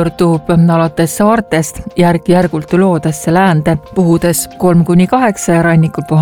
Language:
Estonian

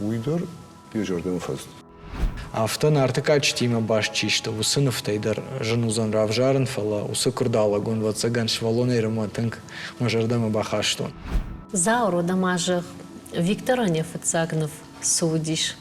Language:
Ossetic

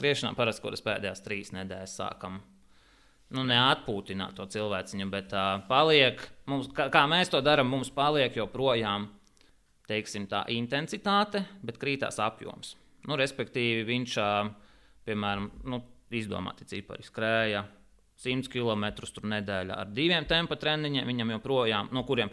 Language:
Latvian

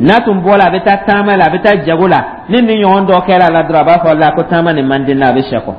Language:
Dyula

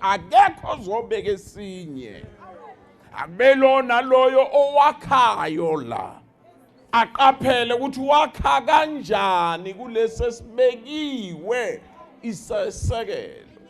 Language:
Zulu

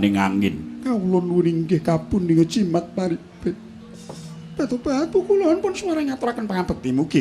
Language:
Javanese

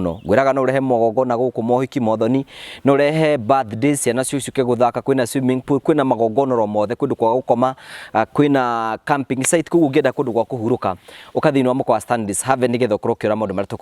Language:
Kikuyu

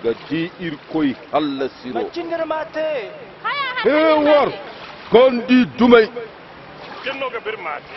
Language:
Koyraboro Senni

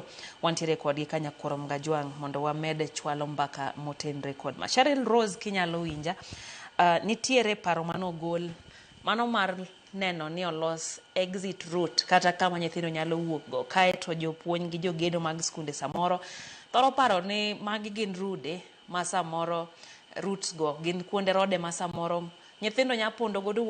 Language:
Luo (Kenya and Tanzania)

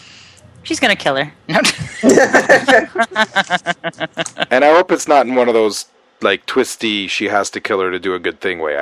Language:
English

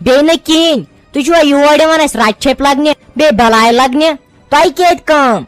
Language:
Kashmiri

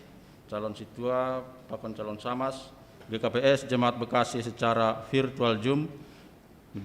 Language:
Batak Simalungun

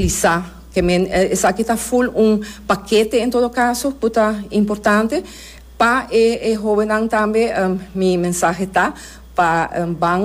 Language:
Papiamento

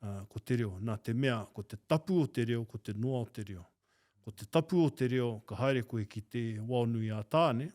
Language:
Māori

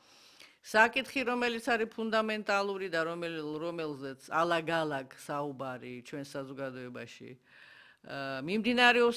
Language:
Georgian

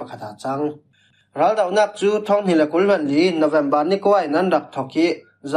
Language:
Falam Chin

